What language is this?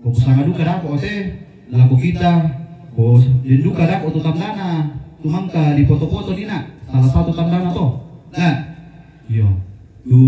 Toraja-Sa'dan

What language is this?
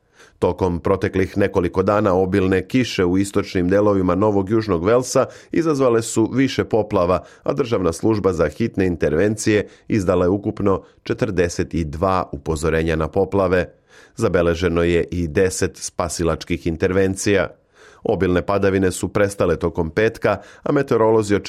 Serbian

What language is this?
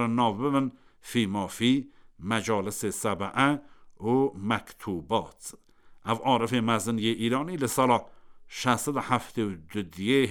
Kurdish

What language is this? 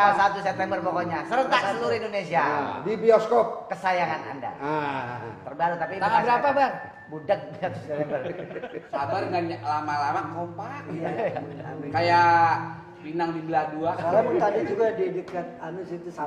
Betawi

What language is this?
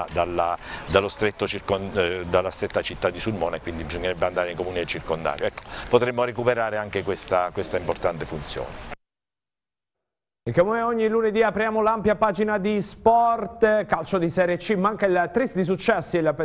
Italian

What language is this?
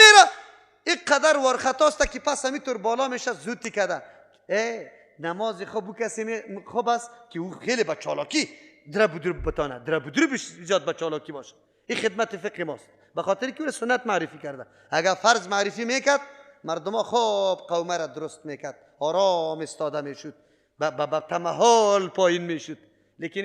Persian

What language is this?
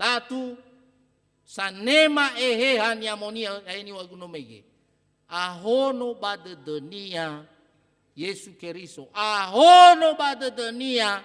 Nias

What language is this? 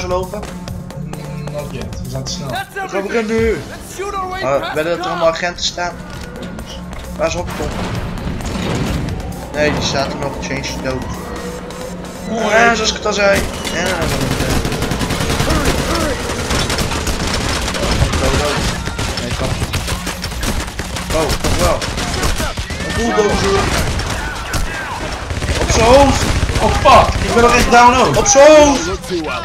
Dutch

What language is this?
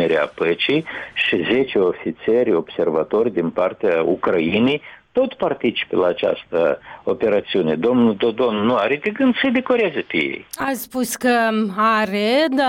Romanian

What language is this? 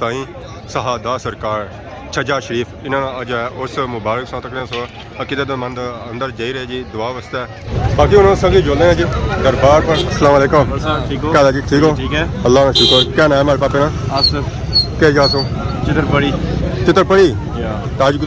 Pahari-Potwari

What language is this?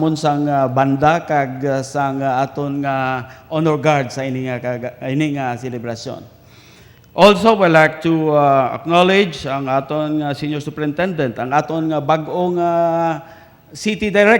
Hiligaynon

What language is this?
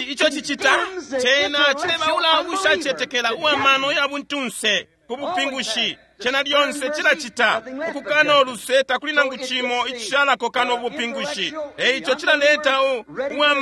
Bemba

